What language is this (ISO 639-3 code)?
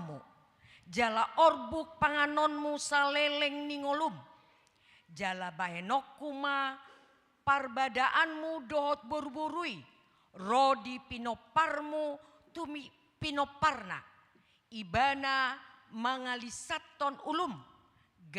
bbc